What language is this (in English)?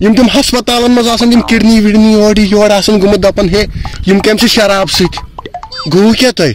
Kashmiri